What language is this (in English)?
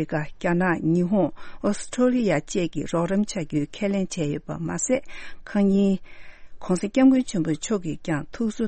Tibetan